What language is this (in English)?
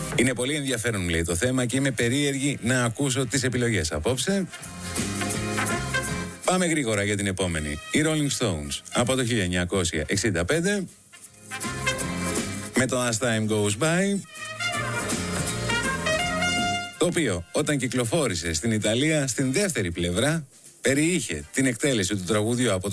Greek